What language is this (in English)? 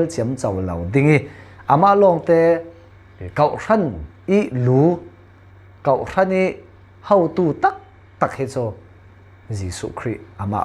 Falam Chin